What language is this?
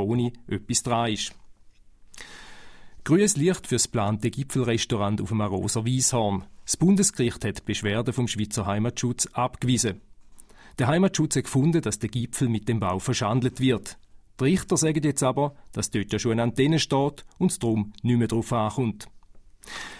German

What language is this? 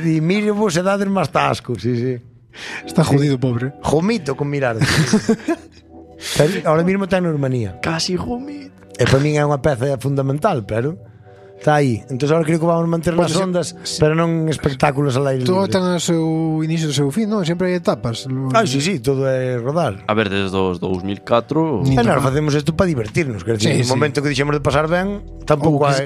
Galician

